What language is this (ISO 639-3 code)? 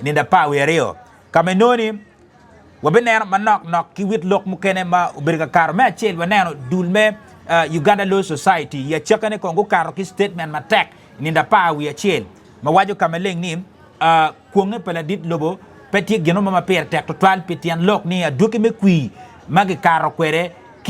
ach